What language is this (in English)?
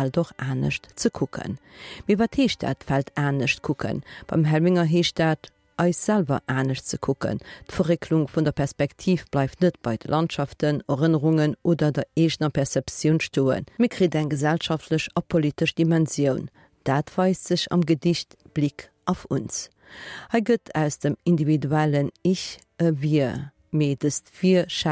Luxembourgish